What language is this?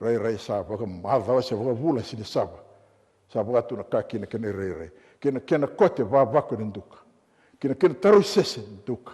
Fijian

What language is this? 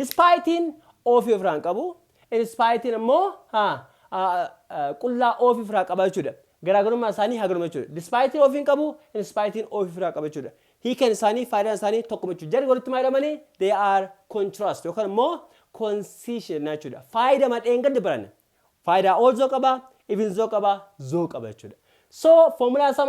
Oromo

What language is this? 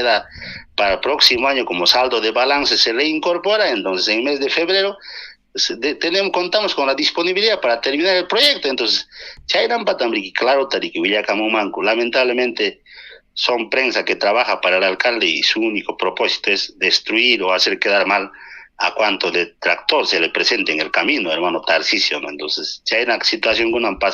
Ayacucho Quechua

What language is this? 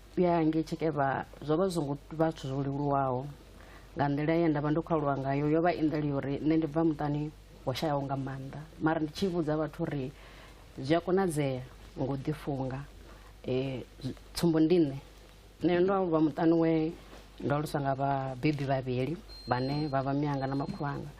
Venda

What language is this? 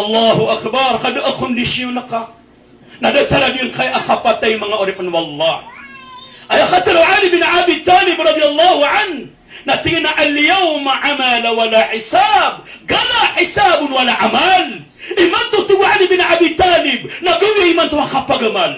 Maranao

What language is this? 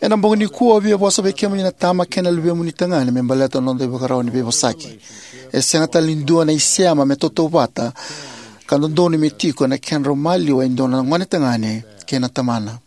Fijian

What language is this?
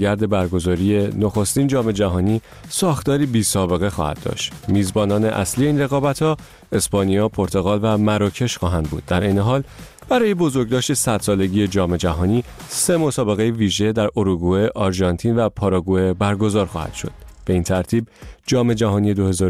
Persian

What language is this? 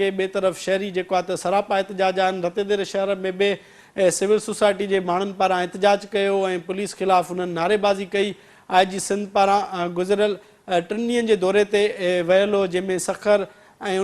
Sindhi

